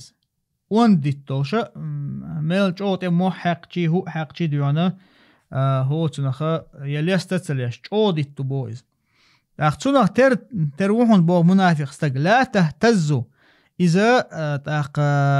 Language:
Chechen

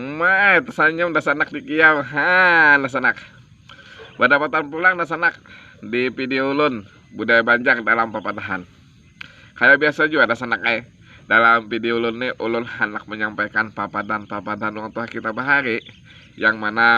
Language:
Banjar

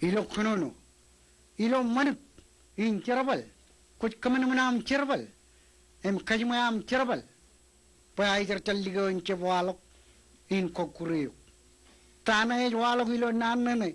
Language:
Marshallese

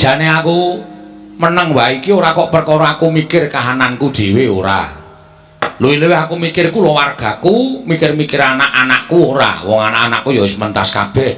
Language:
Javanese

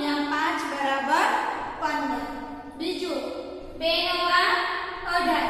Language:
Gujarati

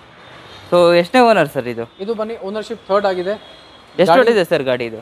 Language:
Kannada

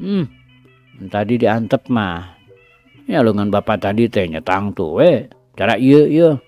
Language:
Sundanese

